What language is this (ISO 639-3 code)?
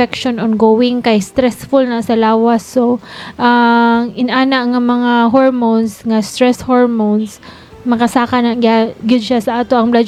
ceb